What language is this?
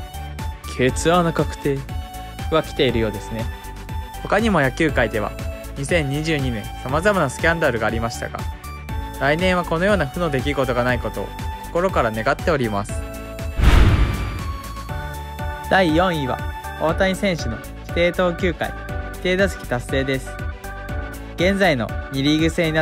Japanese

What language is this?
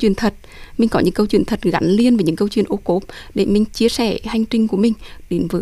Vietnamese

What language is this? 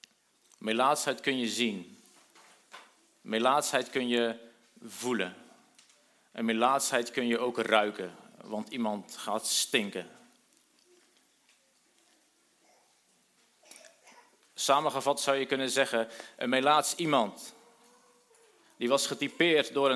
Dutch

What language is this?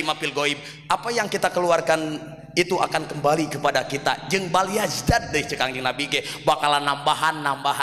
Sundanese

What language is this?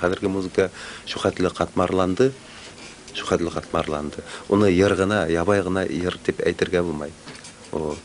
Bashkir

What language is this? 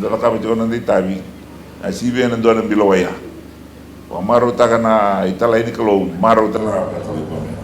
Fijian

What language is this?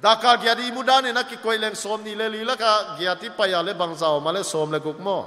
Paite Chin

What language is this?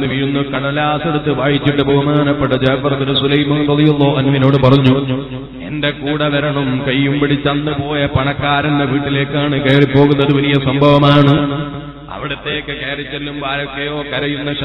Malayalam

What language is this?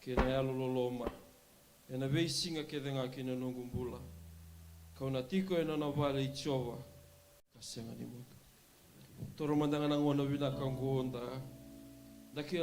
Fijian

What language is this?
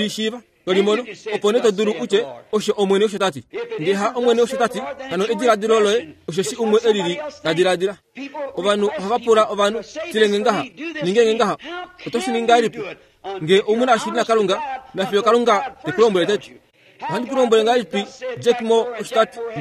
Kuanyama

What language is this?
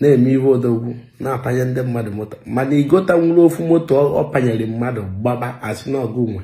Igbo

